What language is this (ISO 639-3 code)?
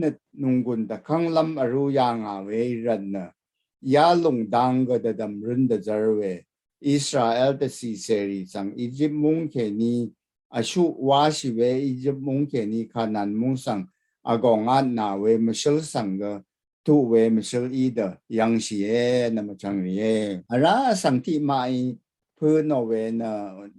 raw